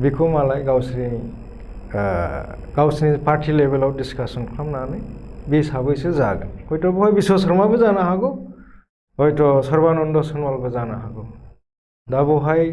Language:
Bodo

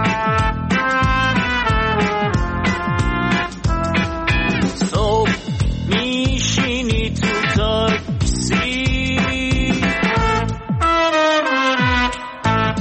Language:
Persian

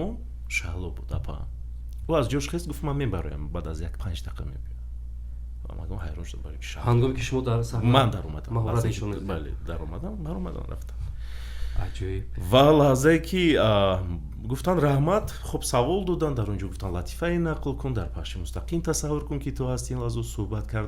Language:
Tajik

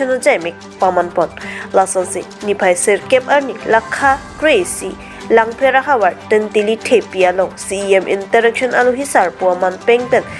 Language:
Karbi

